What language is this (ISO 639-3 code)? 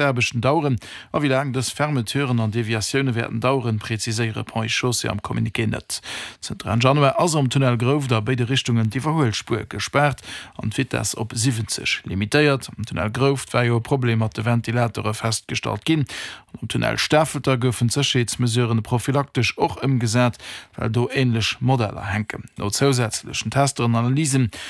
ltz